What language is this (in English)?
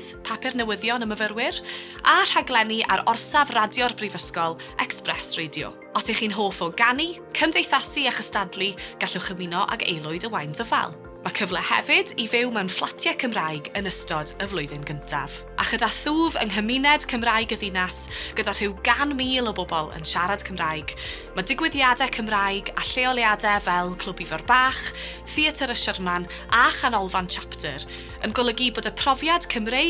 Welsh